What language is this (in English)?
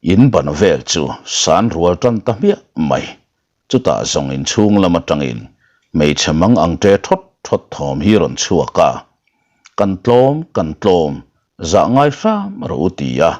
Mizo